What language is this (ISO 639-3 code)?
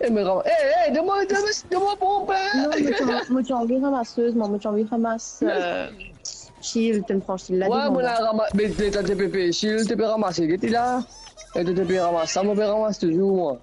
mfe